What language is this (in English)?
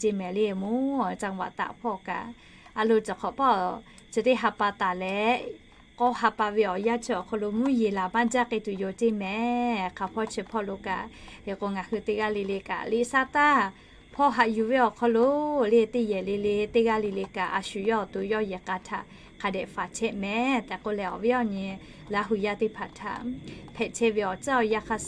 Lahu